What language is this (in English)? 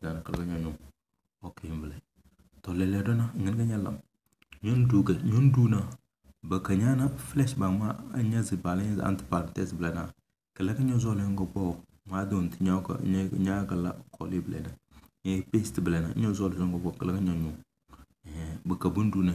Tem